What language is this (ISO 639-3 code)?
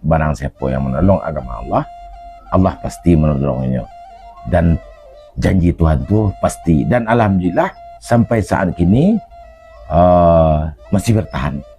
min